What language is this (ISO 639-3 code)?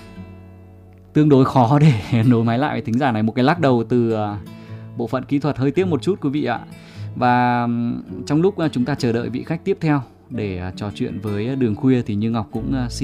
vie